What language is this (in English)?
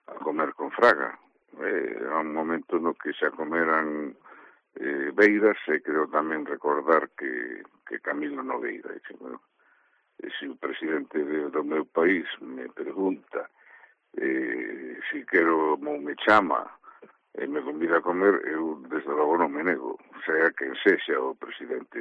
Galician